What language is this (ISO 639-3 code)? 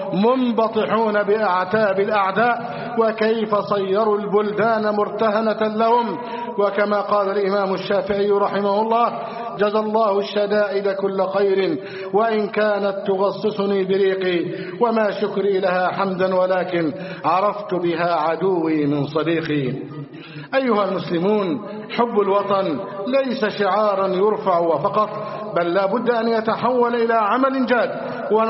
ara